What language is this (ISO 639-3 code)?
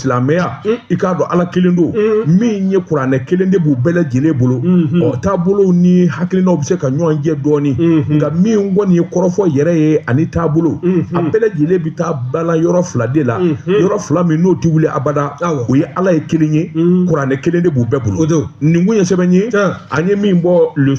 bam